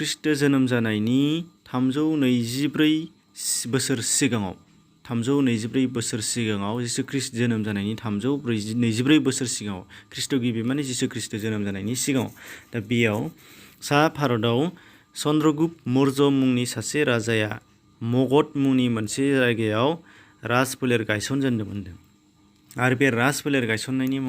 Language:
Bodo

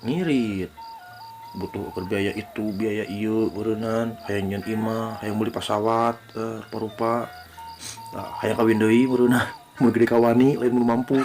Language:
Sundanese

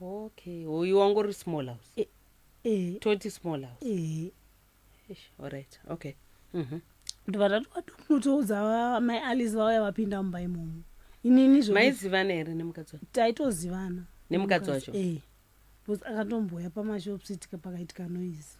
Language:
Shona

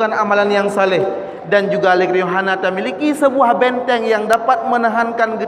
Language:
Achinese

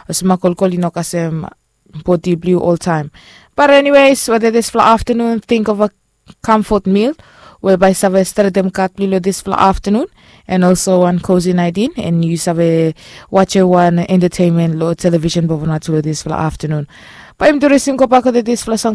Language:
Bislama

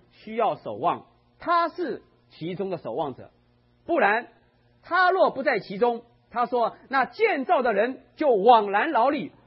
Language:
Chinese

